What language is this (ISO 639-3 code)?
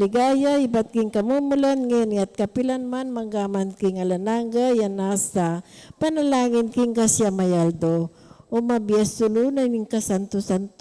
pam